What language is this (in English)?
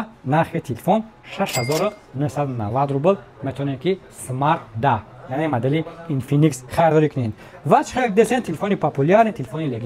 Tajik